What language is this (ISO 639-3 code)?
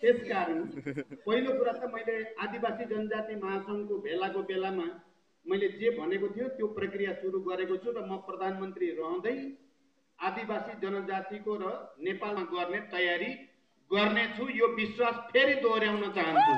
nep